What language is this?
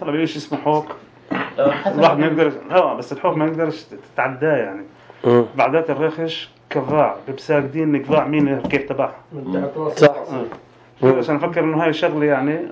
North Levantine Arabic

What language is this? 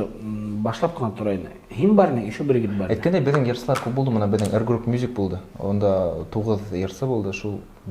Bashkir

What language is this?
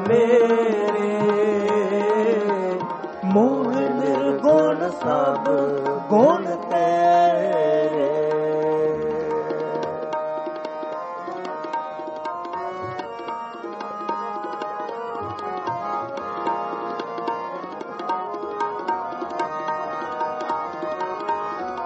Punjabi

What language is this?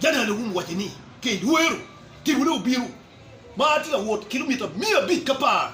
Acoli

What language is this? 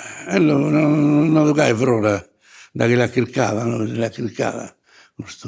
Sardinian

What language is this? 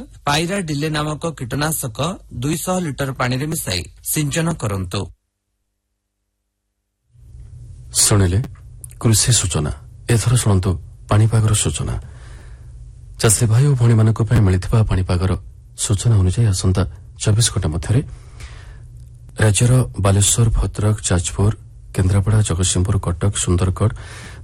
Odia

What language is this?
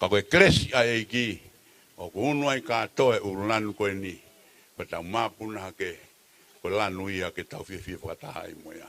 Tongan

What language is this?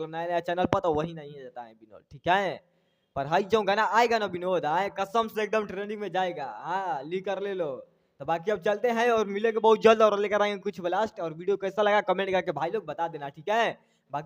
Bhojpuri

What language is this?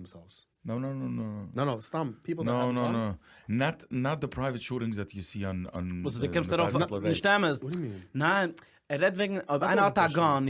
Yiddish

